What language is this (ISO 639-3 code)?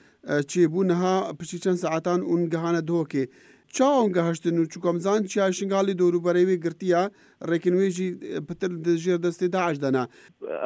kur